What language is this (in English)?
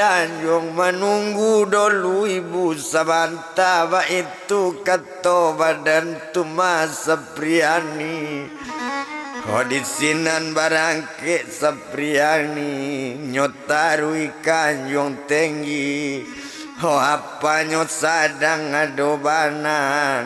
Minangkabau